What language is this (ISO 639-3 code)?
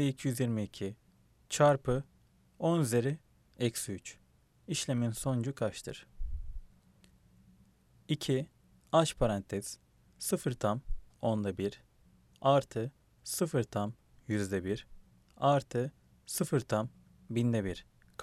tur